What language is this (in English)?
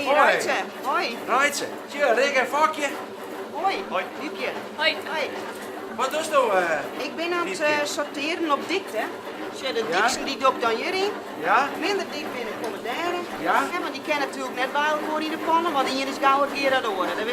Western Frisian